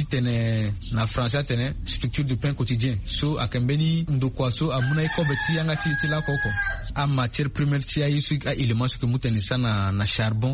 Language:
Sango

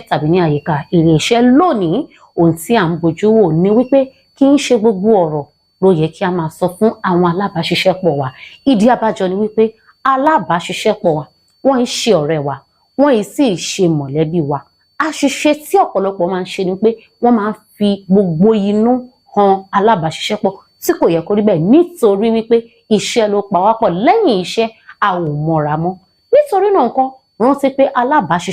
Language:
Yoruba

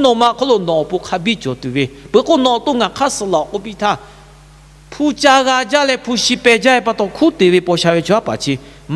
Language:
Lahu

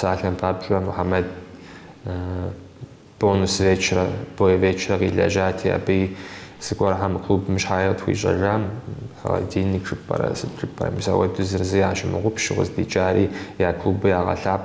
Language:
Kabardian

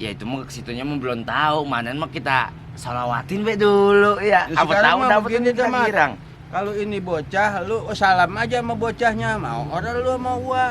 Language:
Betawi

